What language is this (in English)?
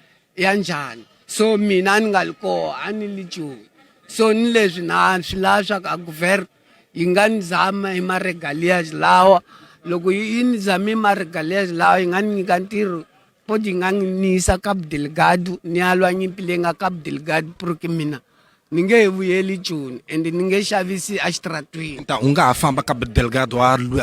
Tsonga